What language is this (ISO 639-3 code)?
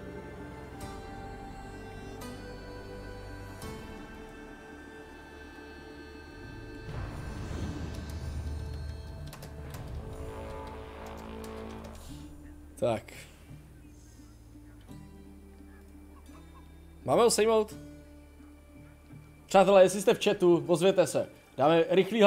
ces